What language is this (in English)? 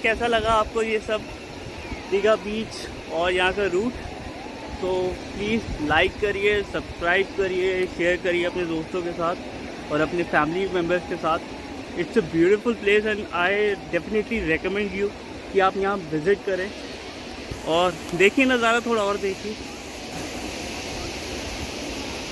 Hindi